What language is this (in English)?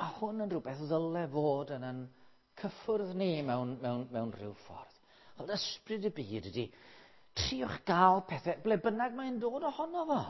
Welsh